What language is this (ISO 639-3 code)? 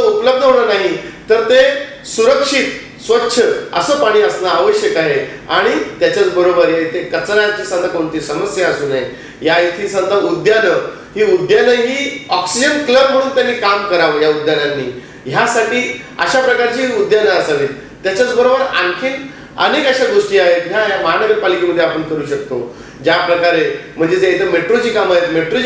mar